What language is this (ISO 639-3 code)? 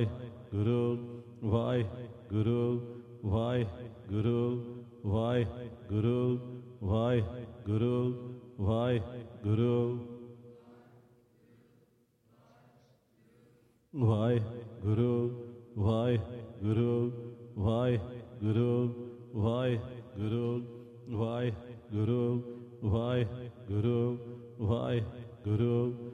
pan